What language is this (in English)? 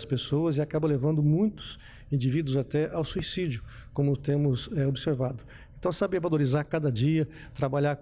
Portuguese